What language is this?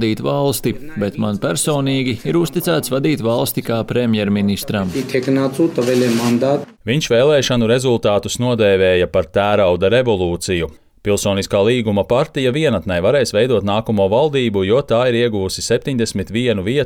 Latvian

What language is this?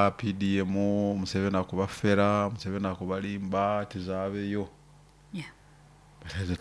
Nyoro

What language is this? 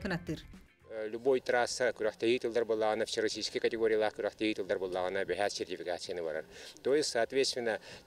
Yakut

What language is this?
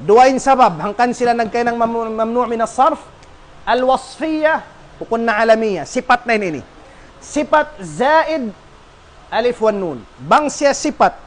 Tausug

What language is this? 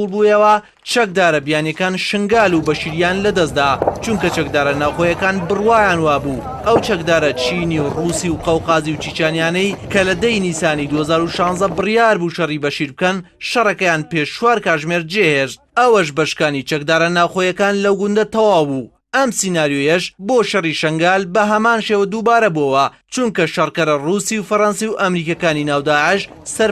Central Kurdish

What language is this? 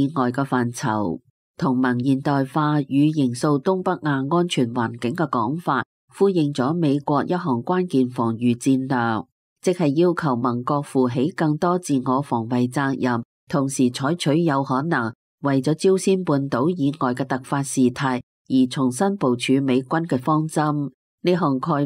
Cantonese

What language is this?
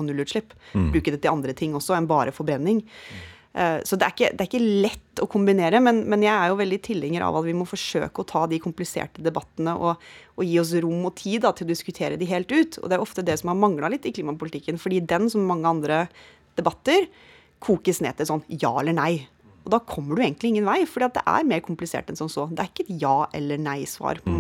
Norwegian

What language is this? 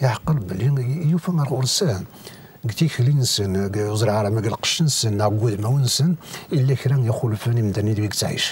Kabyle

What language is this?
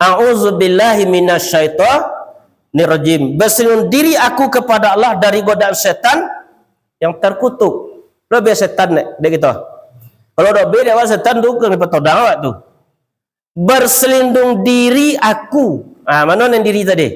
Minangkabau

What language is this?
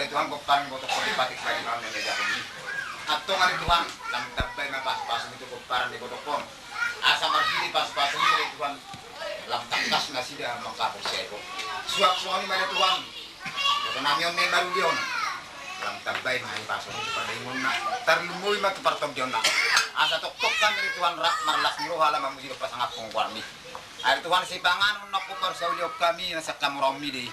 Batak Toba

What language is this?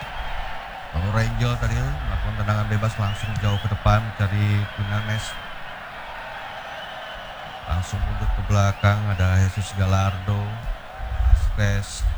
Indonesian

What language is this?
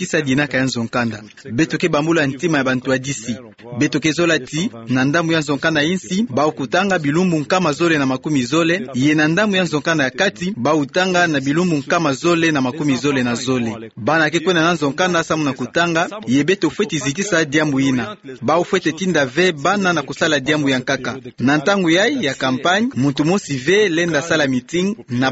Kituba (Democratic Republic of Congo)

